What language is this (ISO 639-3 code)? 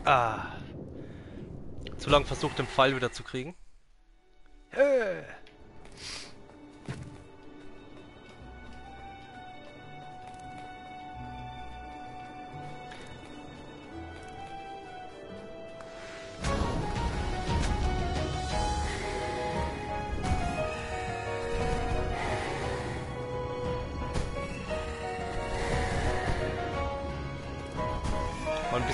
deu